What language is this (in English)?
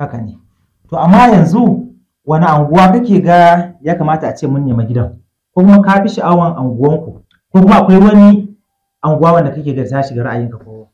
Hausa